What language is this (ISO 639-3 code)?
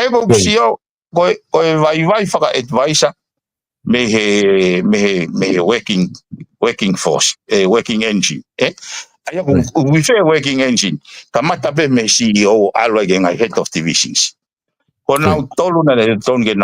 ton